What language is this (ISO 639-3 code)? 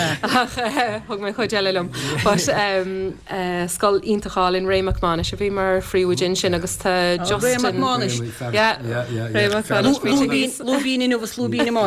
gle